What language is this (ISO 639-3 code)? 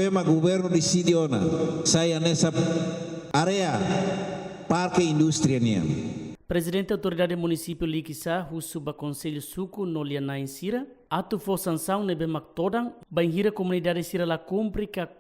tet